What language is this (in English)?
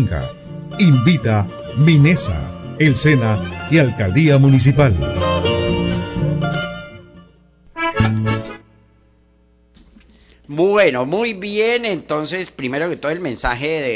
Spanish